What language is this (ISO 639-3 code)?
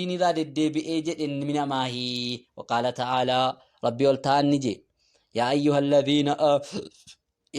orm